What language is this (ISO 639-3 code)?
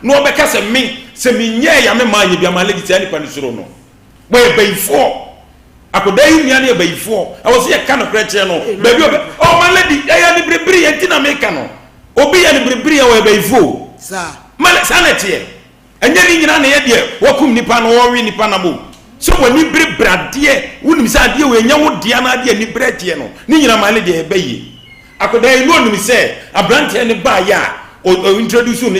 aka